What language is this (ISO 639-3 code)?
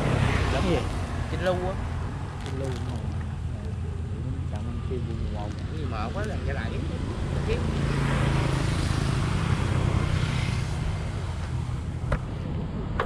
vie